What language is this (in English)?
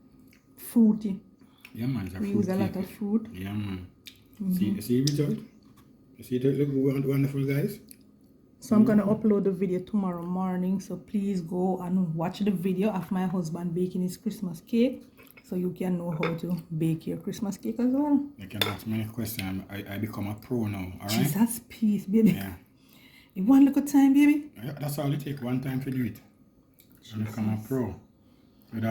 Jamaican Creole English